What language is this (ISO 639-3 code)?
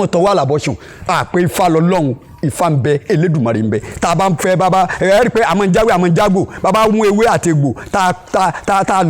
yor